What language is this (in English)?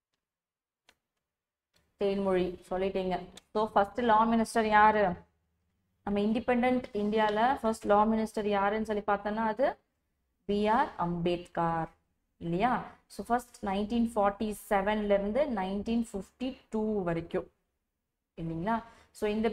Tamil